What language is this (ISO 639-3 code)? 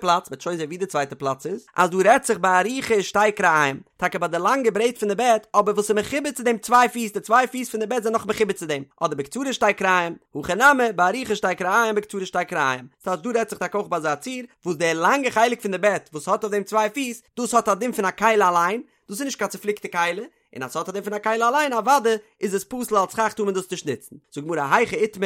yid